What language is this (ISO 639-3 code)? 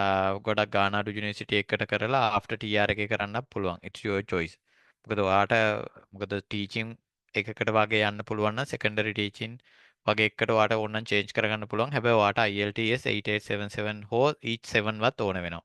sin